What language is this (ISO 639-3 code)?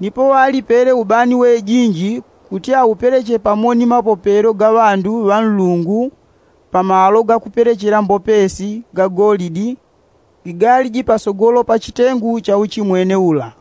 yao